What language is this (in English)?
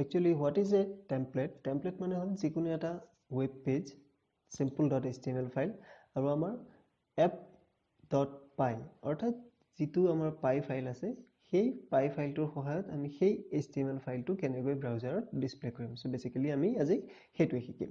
Assamese